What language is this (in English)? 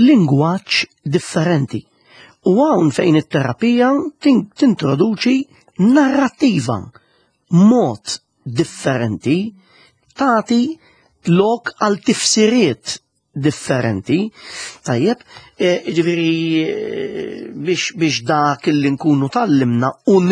Maltese